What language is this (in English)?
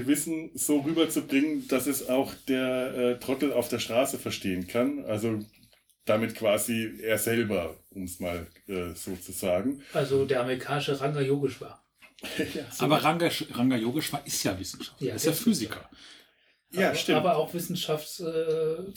German